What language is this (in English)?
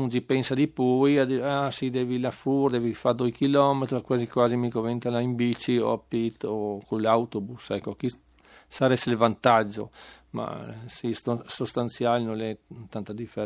Friulian